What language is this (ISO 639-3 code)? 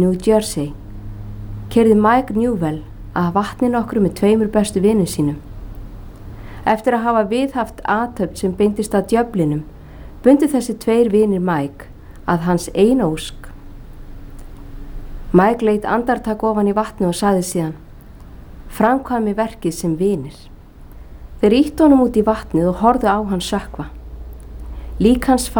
isl